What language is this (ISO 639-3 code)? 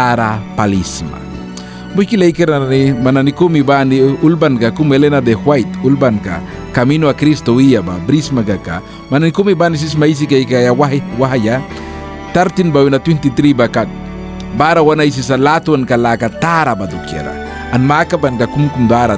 miq